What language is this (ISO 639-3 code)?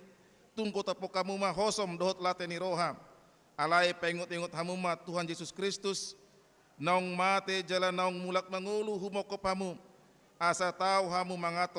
bbc